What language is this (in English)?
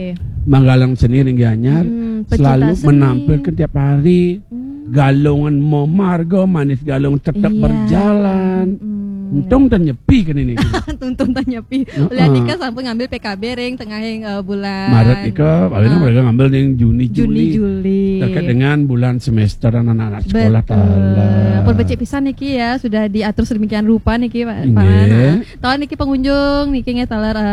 Balinese